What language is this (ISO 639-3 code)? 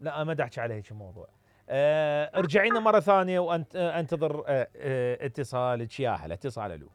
acm